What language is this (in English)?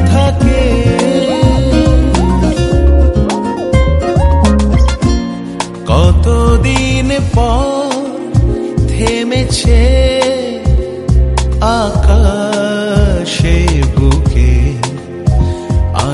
Bangla